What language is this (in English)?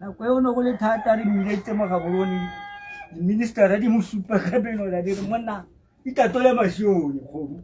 Tswana